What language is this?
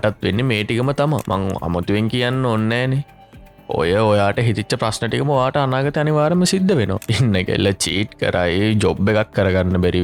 Sinhala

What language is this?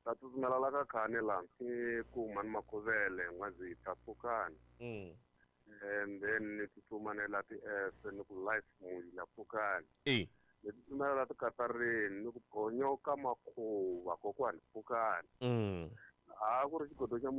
Tsonga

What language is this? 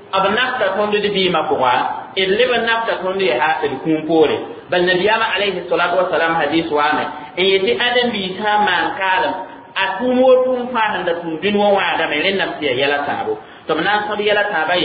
Mossi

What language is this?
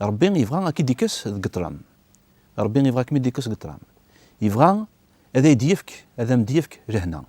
Kabyle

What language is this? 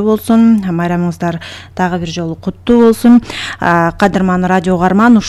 Kyrgyz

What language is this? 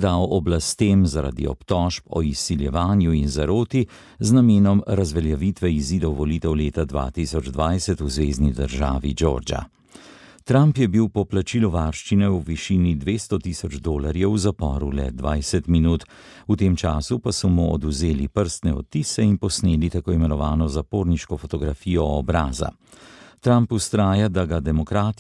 Slovenian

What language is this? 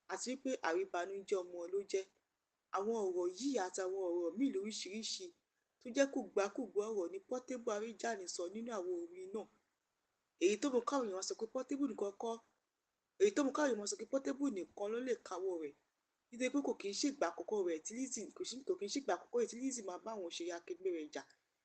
Yoruba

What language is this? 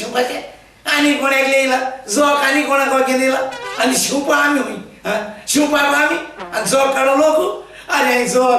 Konkani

